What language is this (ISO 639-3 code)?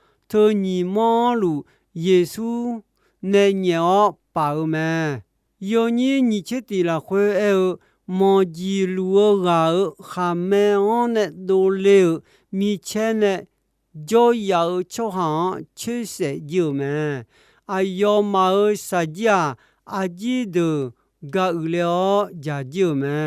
ahk